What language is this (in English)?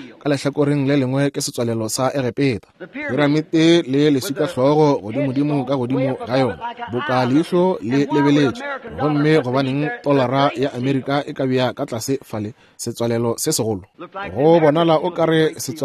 Northern Sotho